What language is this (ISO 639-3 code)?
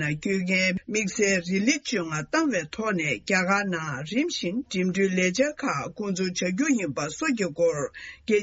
bod